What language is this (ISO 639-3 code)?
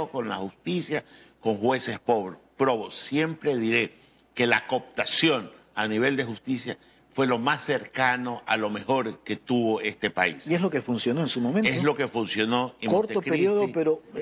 spa